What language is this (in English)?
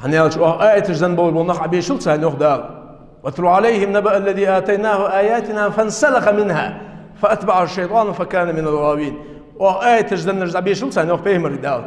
Ingush